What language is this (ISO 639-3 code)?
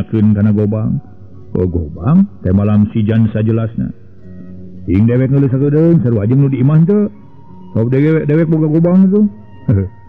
sun